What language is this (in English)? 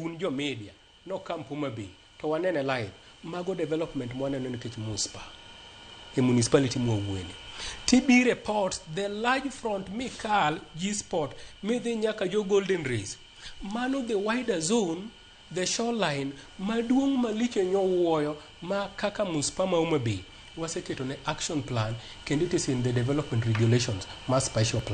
Luo (Kenya and Tanzania)